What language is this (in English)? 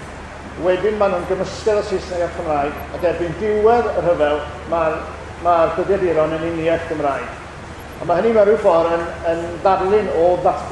Welsh